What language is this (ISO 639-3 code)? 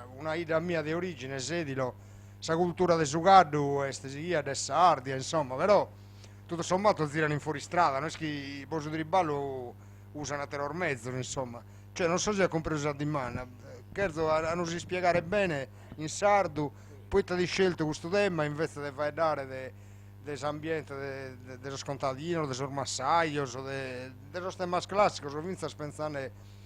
srd